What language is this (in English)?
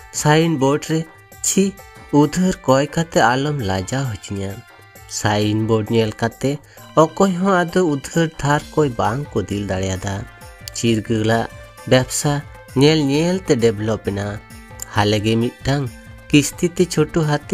Santali